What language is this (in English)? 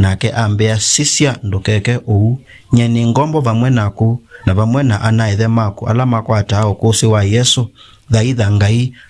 Kamba